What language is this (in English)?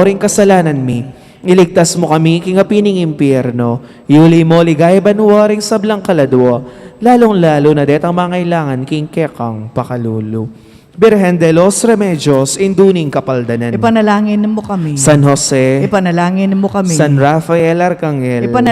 Pampanga